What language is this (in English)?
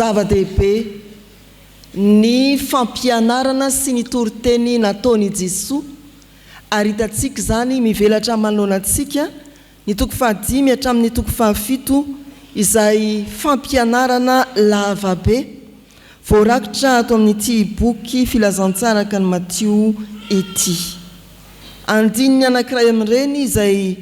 Malagasy